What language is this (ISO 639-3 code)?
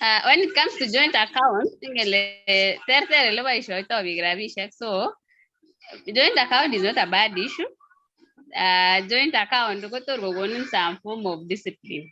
kln